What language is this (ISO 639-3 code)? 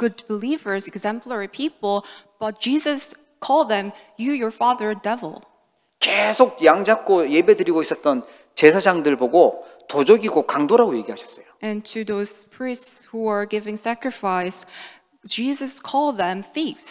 kor